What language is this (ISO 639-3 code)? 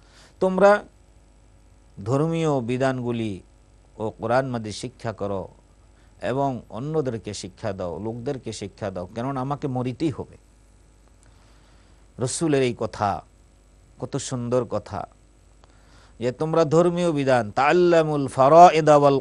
ben